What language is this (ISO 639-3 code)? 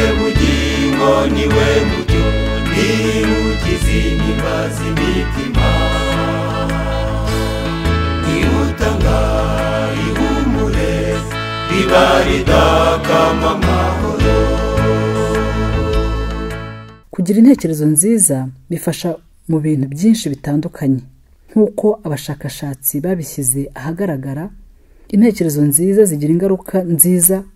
kin